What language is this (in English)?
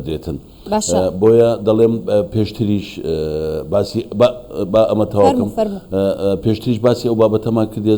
Central Kurdish